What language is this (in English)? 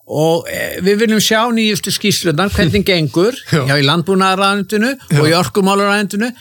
Icelandic